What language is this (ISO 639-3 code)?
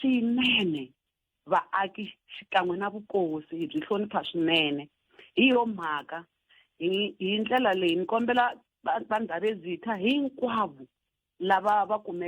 tso